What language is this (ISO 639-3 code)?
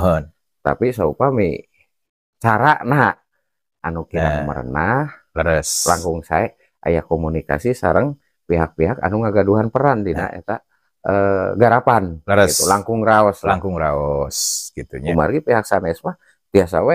sun